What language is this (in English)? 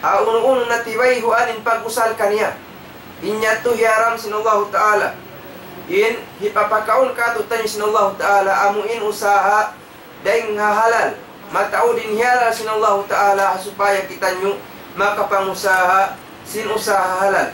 Tausug